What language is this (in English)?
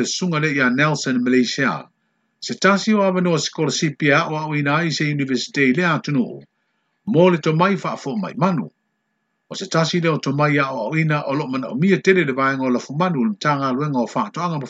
Samoan